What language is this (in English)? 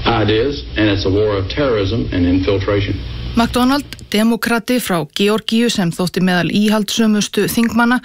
Icelandic